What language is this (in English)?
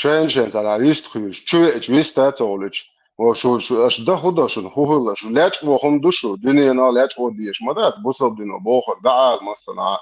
Chechen